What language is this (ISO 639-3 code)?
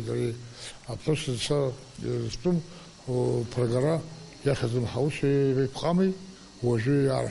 abk